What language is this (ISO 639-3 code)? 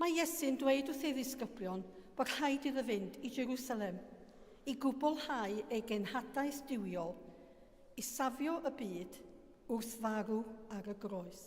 cym